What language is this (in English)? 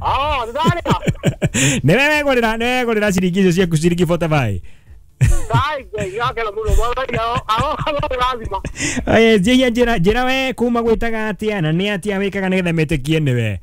Kikuyu